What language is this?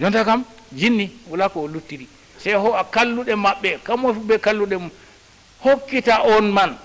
Fula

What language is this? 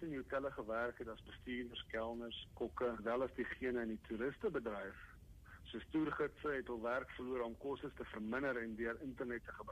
Afrikaans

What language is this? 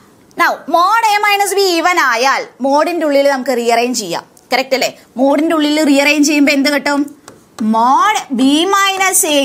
Malayalam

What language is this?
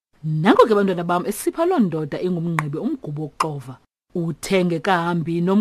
Xhosa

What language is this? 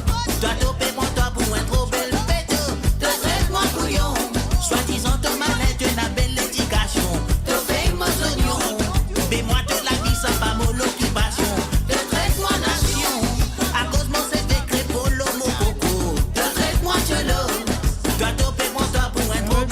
Morisyen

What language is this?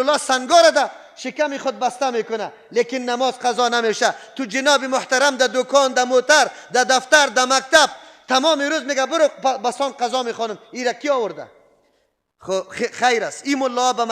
Persian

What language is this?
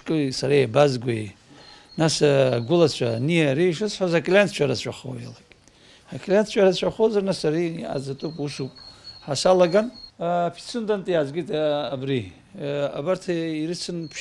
Abkhazian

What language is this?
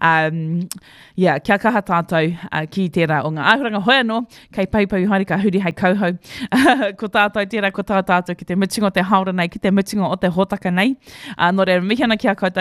Māori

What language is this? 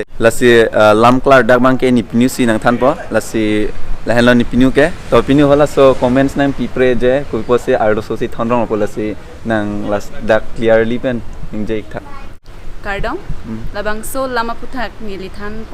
Karbi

